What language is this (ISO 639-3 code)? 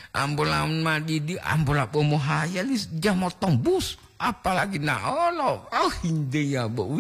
gor